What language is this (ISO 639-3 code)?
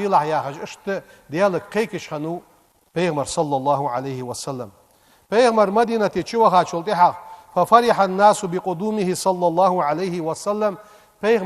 inh